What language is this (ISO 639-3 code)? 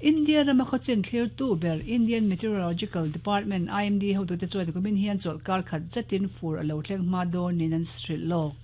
lus